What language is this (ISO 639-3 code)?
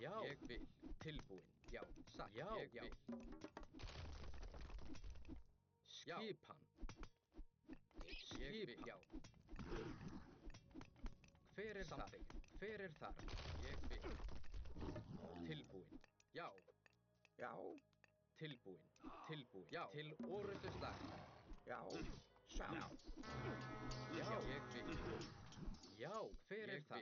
isl